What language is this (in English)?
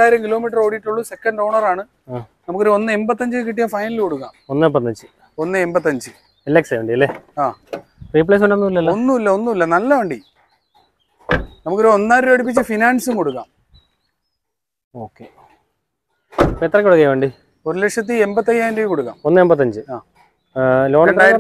Malayalam